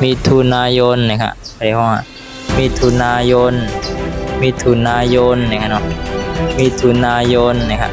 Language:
Shan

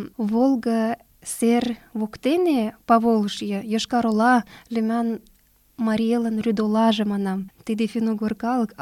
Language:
Mari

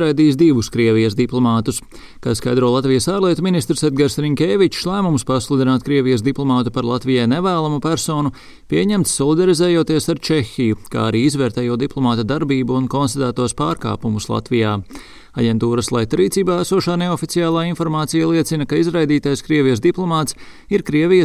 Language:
Latvian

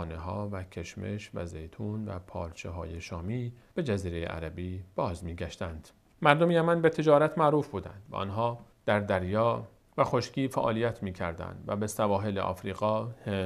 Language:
Persian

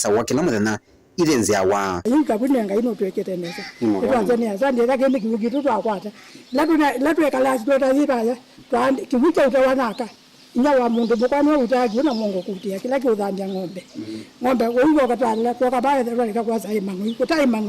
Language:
Kamba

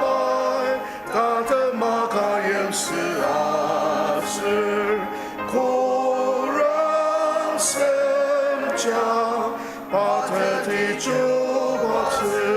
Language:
Ao Naga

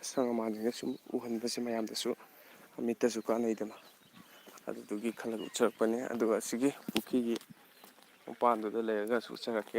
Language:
Manipuri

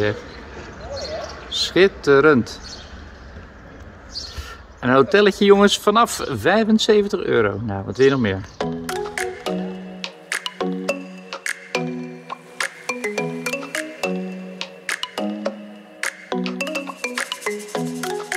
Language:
Dutch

